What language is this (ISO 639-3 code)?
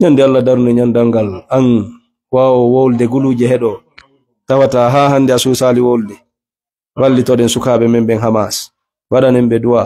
ful